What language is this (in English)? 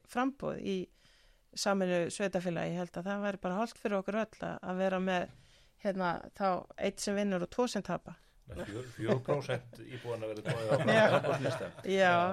Icelandic